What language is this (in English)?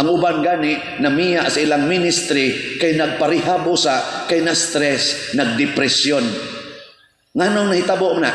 Cebuano